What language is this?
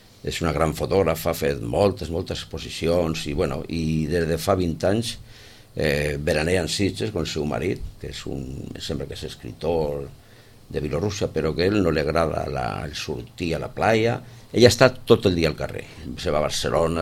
Catalan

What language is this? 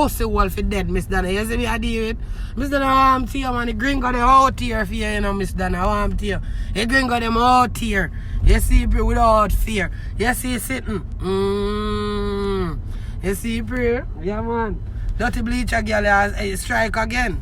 Jamaican Creole English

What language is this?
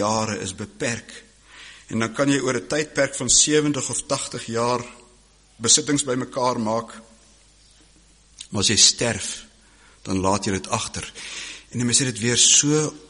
Afrikaans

